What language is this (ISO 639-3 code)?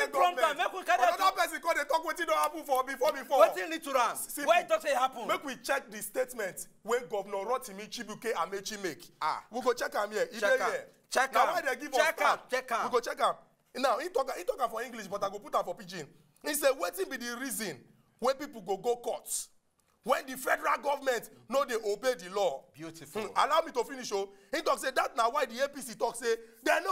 pcm